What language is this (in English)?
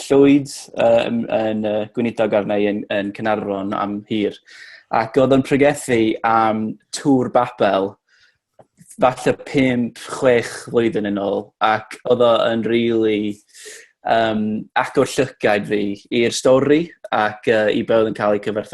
Welsh